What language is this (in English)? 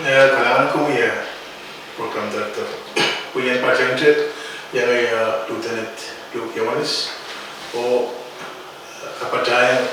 Pohnpeian